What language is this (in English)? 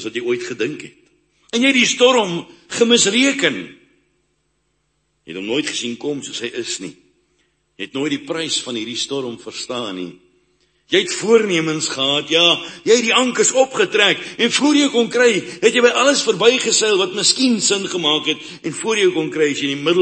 Afrikaans